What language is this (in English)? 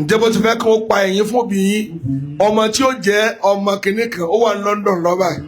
Yoruba